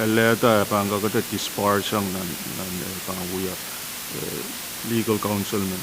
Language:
Pohnpeian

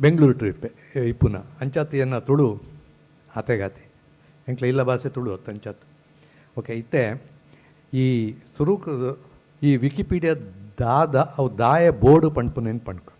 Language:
Tulu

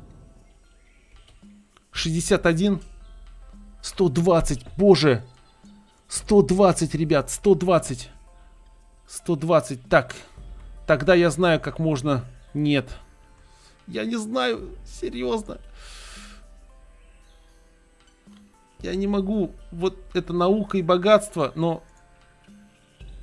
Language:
Russian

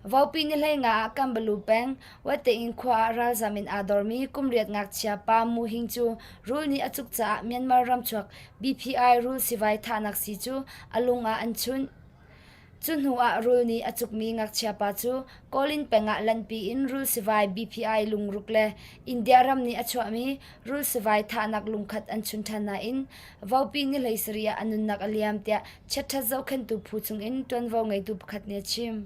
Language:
Hakha Chin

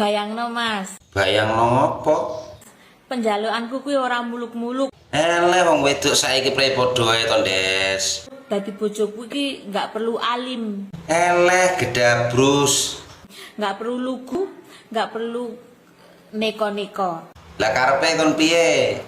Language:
Javanese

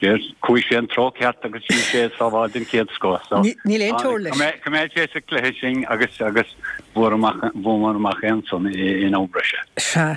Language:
Irish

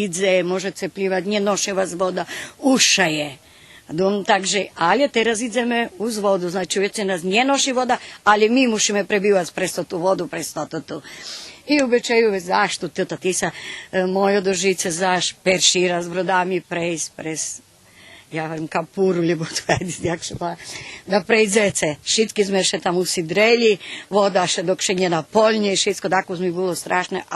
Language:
Rusyn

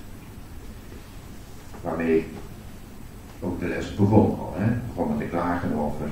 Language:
Dutch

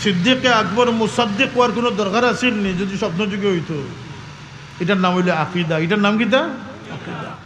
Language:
Sylheti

